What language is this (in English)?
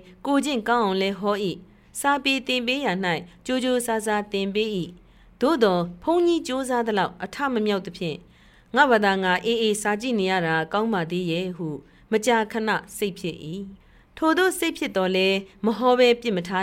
Burmese